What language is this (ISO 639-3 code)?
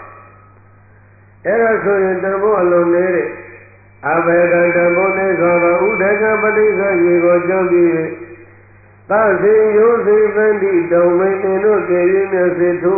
mya